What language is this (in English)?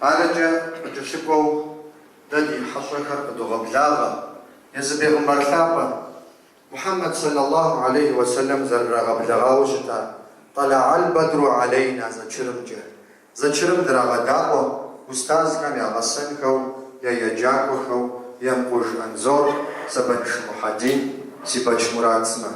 Kabardian